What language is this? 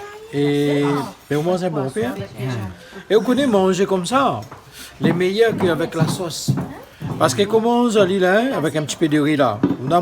Réunion Creole French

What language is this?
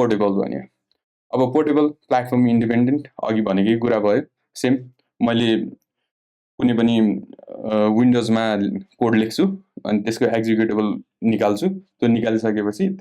Nepali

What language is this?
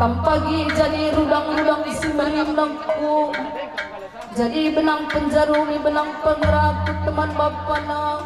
Batak Karo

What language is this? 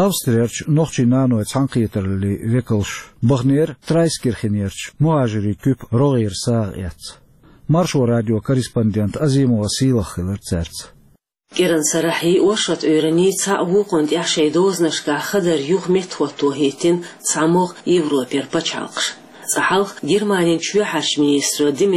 Chechen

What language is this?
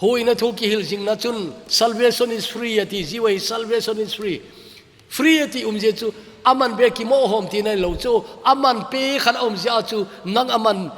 Thado Chin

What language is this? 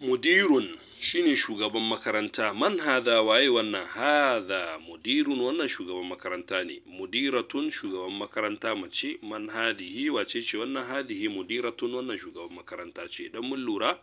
Hausa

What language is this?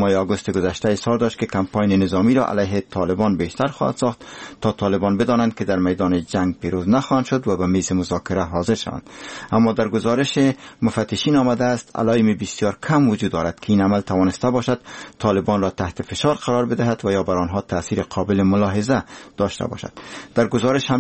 Persian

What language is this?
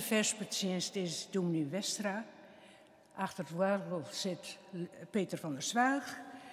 Western Frisian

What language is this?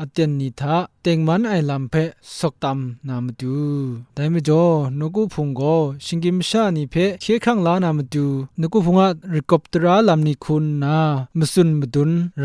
Kachin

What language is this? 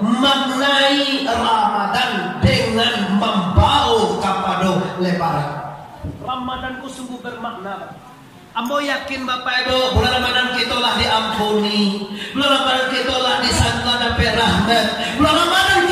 Minangkabau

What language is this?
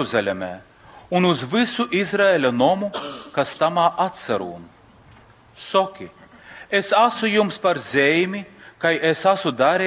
Latgalian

